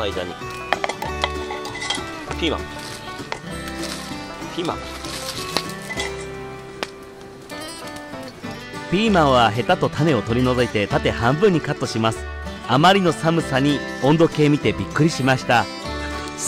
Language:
Japanese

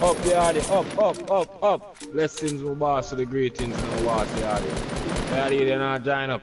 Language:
Jamaican Creole English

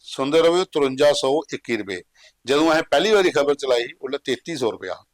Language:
Dogri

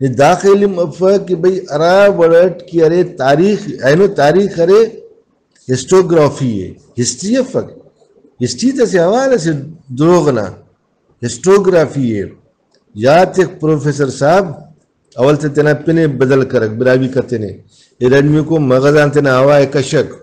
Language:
Brahui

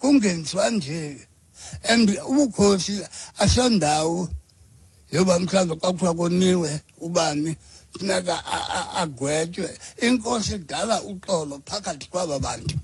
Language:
Xhosa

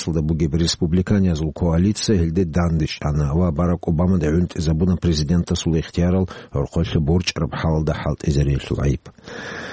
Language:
Avaric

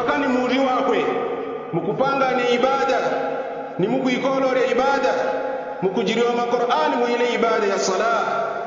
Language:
Yao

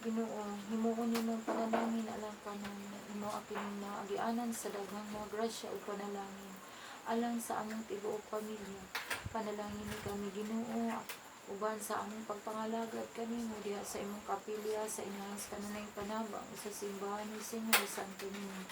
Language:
Cebuano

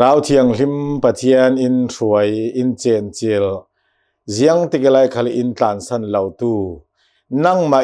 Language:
Hakha Chin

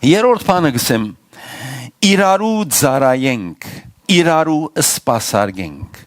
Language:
Western Armenian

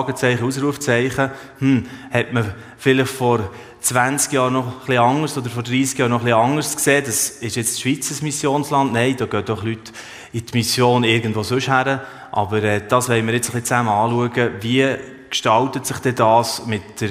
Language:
Swiss German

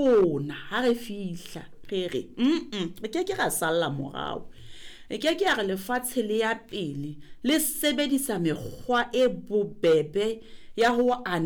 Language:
Southern Sotho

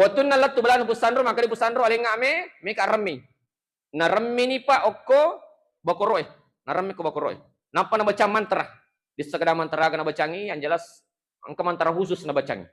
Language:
Buginese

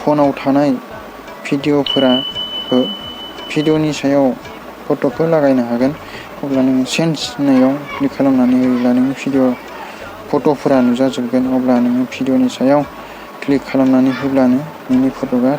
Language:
Bodo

